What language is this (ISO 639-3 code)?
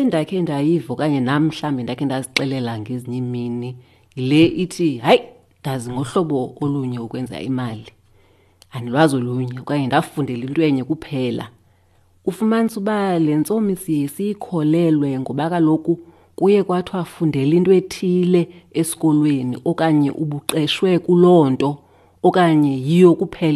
xho